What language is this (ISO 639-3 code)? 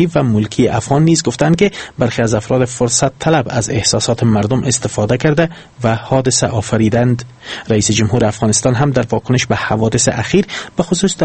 fas